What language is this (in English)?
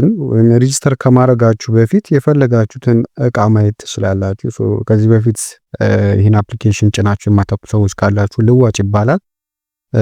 Amharic